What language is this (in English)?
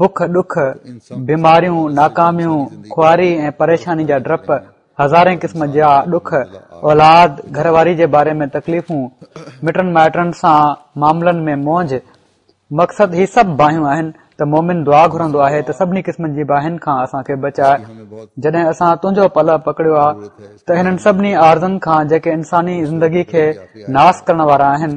Sindhi